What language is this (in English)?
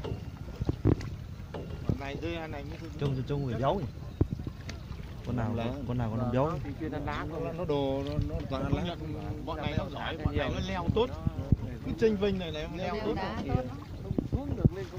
Vietnamese